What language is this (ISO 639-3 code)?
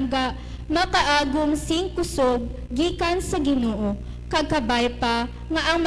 hil